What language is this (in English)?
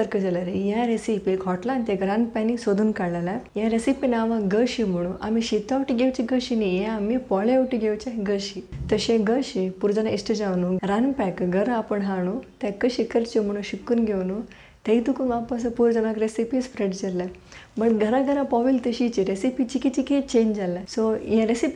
Konkani